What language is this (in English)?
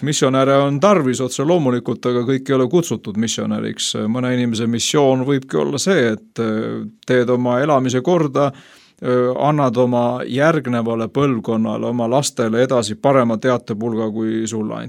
Estonian